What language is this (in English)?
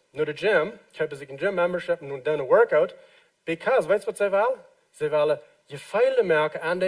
Plautdietsch